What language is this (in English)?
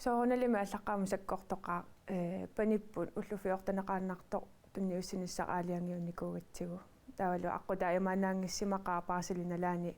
Kalaallisut